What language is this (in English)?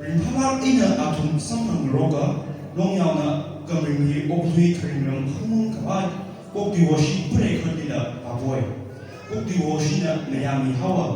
Tangkhul Naga (India)